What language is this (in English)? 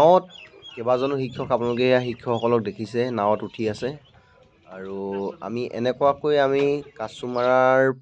Assamese